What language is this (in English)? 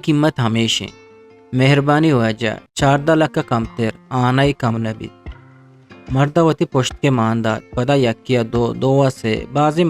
Eastern Balochi